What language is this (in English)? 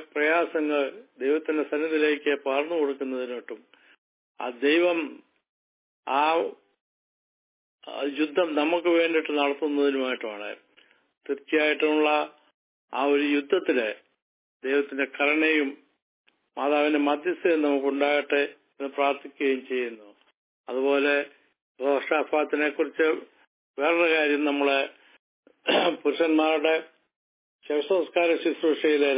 Malayalam